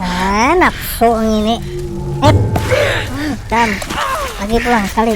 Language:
Banjar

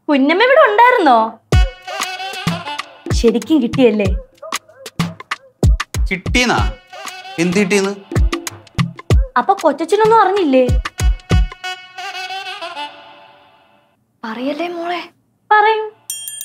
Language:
Malayalam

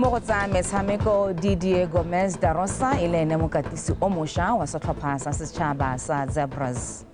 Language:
Tswana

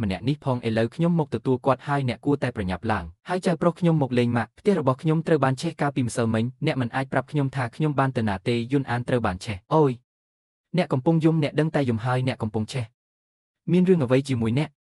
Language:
Khmer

